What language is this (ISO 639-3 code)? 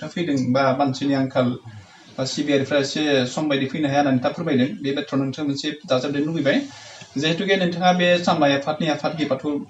brx